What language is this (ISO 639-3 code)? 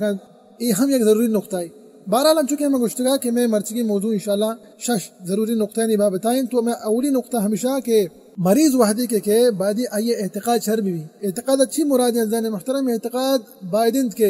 bal